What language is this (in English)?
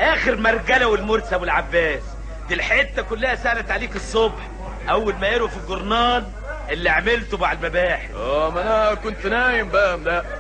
Egyptian Arabic